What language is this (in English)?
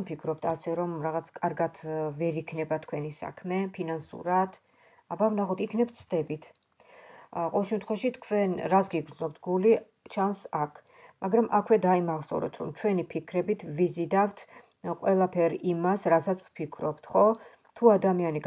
Georgian